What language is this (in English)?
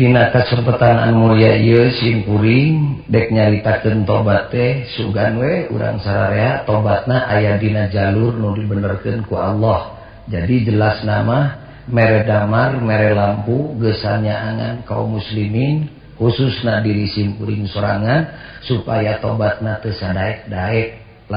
Sundanese